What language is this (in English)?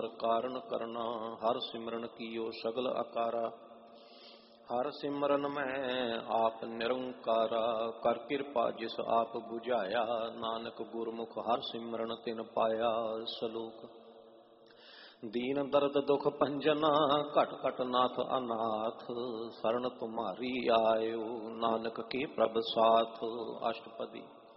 Punjabi